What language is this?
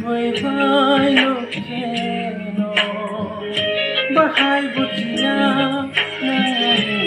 Kok Borok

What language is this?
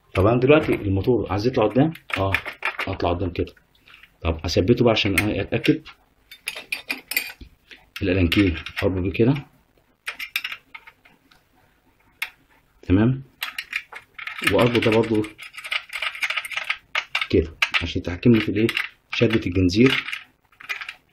Egyptian Arabic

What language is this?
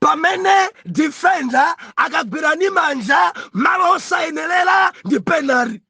Nyanja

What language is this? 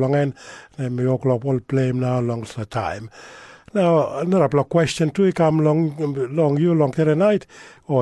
Tok Pisin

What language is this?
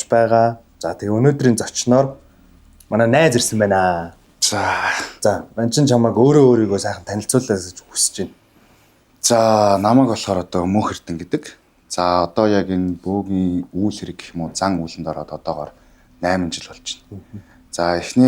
Mongolian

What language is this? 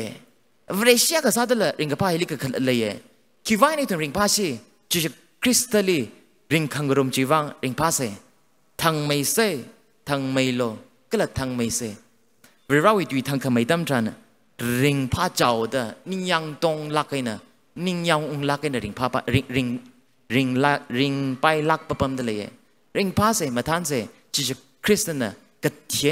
Tangkhul Naga (India)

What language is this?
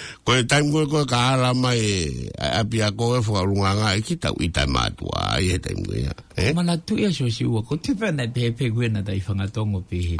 Tongan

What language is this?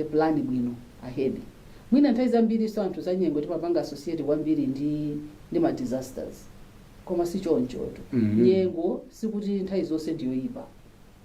Nyanja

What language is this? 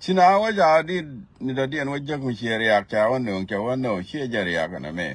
Nuer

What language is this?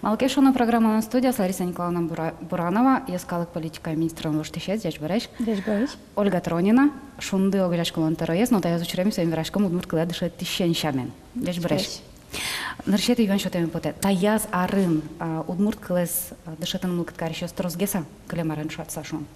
Udmurt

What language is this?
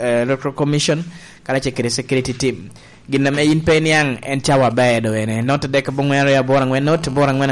Lango (Uganda)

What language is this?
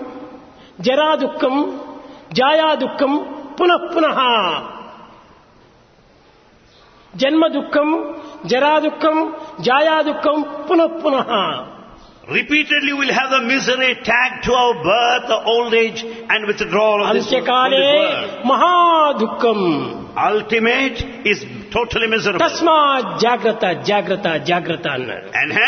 Telugu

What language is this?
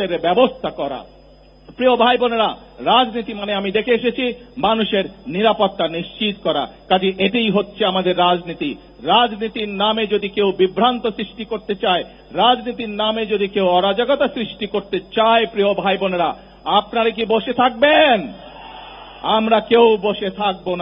Bangla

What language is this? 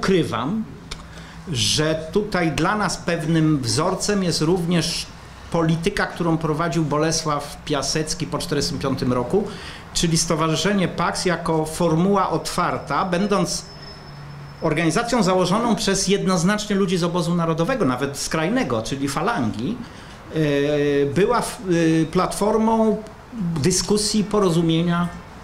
Polish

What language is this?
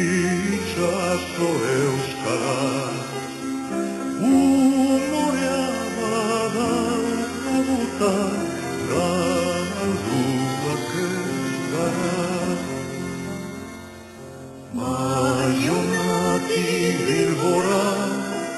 Basque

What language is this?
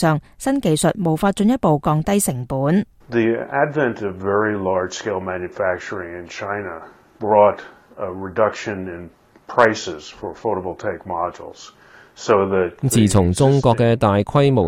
Cantonese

